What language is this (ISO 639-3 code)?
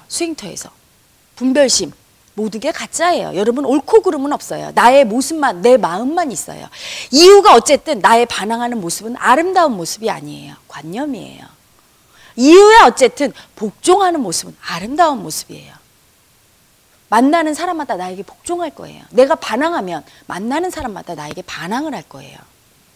kor